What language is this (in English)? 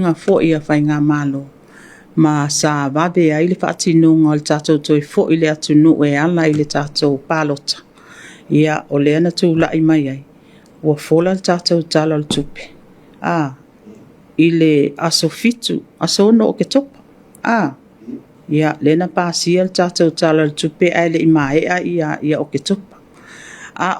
Samoan